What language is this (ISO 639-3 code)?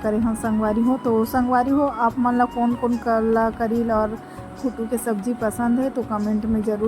hne